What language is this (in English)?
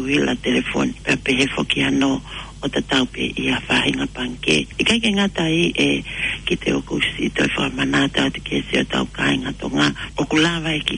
Tongan